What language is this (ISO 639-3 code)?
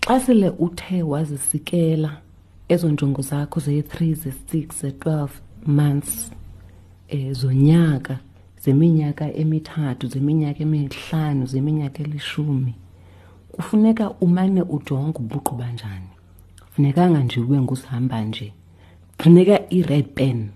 xho